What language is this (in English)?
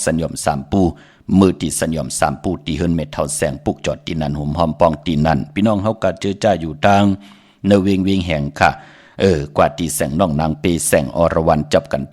Shan